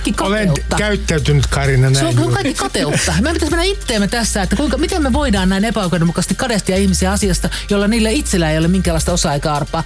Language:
Finnish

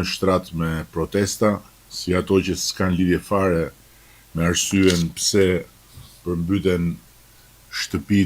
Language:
Albanian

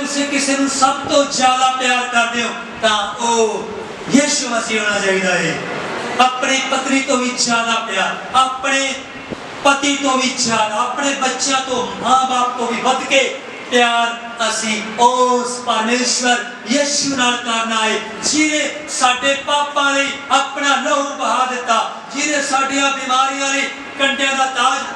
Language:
Punjabi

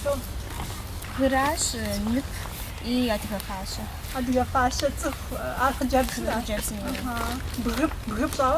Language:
Kabardian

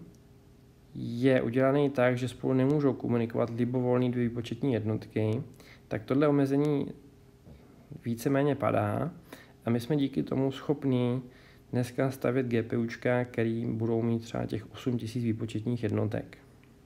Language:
Czech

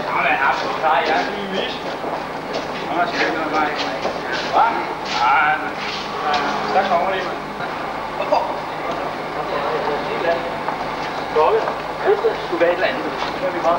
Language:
Danish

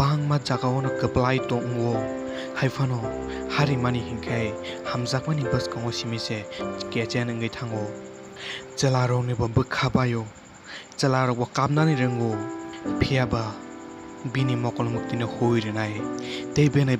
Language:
Kok Borok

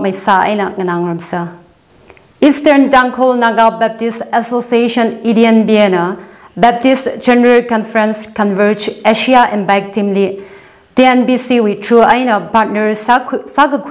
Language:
Tangkhul Naga (India)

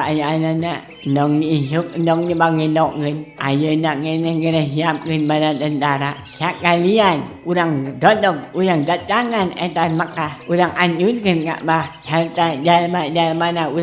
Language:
Sundanese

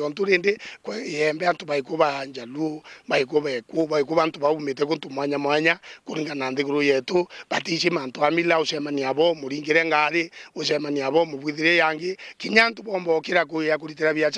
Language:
Meru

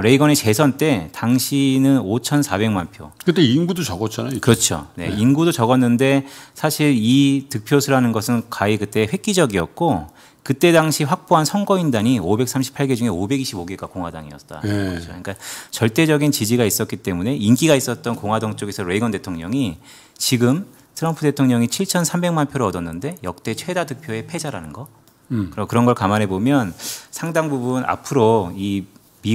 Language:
Korean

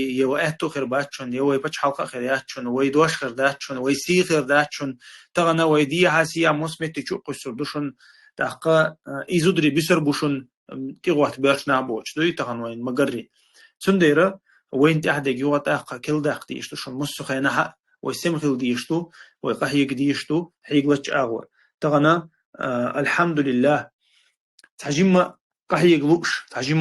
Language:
Chechen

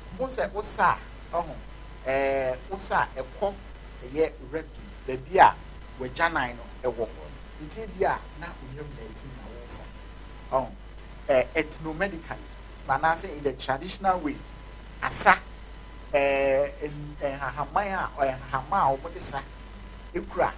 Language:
Akan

